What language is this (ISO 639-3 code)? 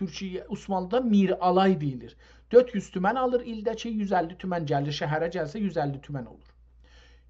azb